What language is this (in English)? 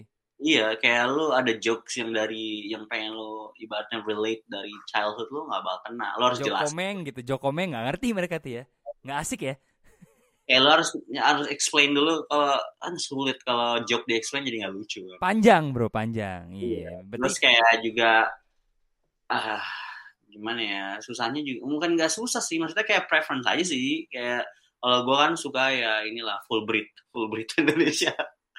Indonesian